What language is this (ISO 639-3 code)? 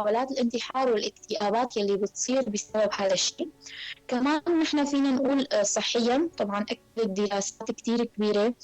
apc